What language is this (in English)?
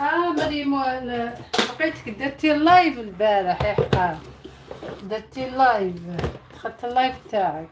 Algerian Arabic